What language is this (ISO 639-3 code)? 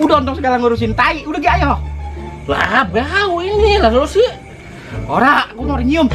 bew